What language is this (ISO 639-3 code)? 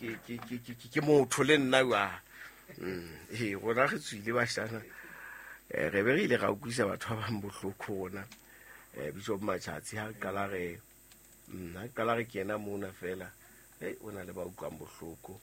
sot